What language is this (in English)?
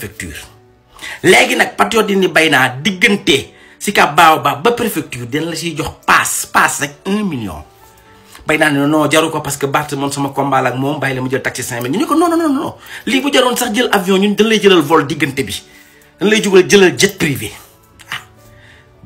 Wolof